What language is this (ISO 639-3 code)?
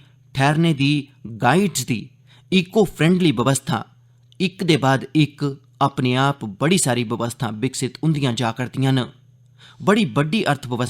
doi